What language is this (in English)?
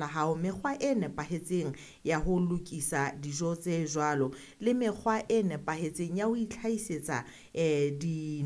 Southern Sotho